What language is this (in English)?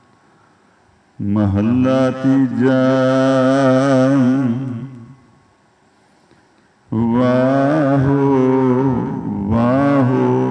Punjabi